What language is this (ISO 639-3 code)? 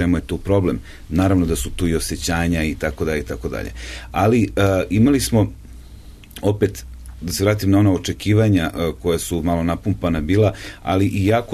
srp